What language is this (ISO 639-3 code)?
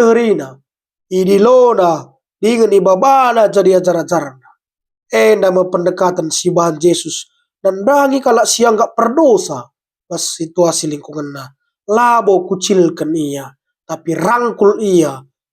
btx